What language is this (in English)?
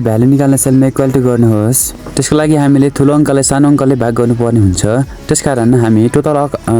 Nepali